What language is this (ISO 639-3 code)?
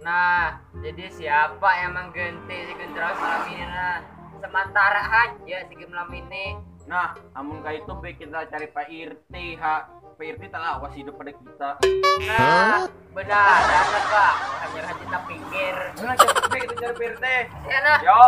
bjn